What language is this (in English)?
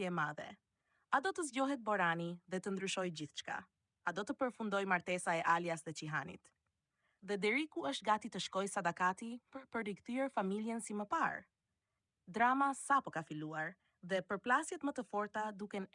Albanian